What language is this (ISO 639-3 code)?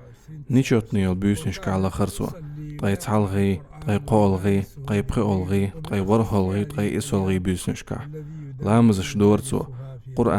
che